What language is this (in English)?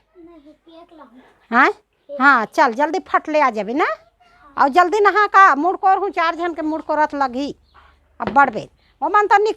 Chhattisgarhi